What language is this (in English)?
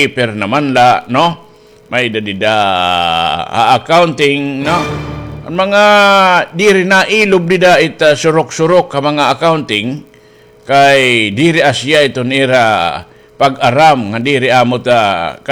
Waray